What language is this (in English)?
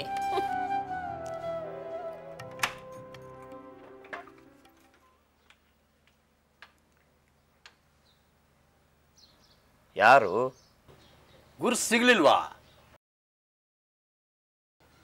Kannada